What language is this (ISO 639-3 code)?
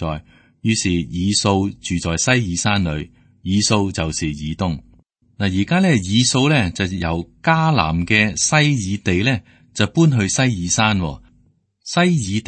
yue